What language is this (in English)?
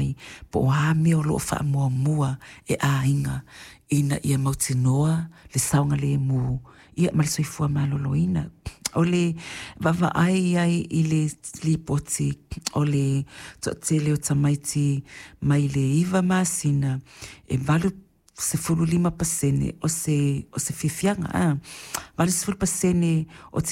Samoan